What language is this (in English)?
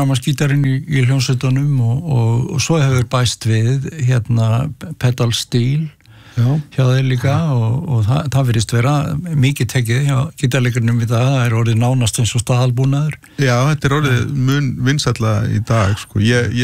Icelandic